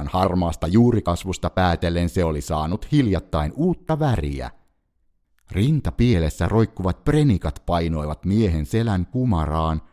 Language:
Finnish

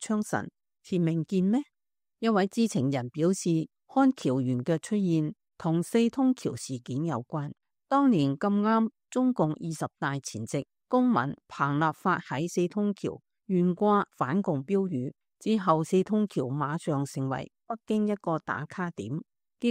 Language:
Cantonese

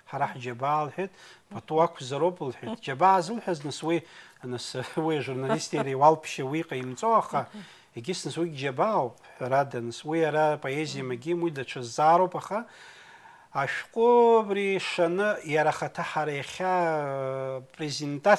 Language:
Abkhazian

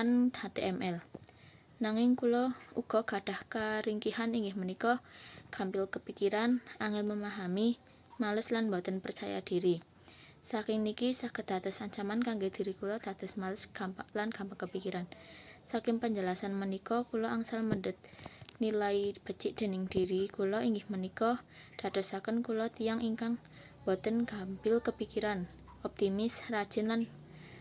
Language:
Javanese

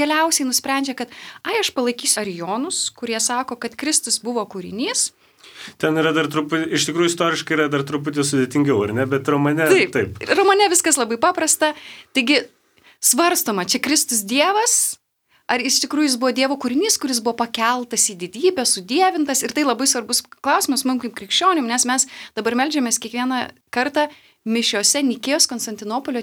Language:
Lithuanian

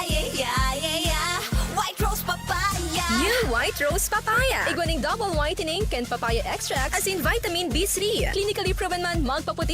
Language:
Bikol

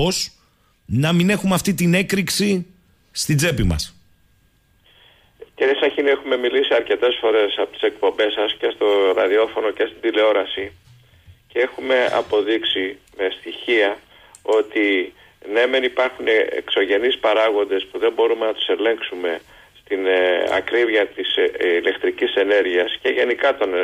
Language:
Greek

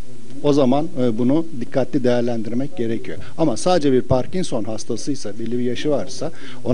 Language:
Turkish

